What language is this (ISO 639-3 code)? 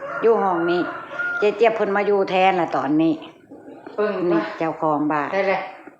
tts